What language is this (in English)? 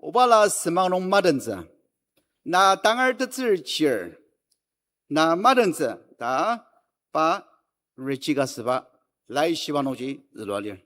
Ao Naga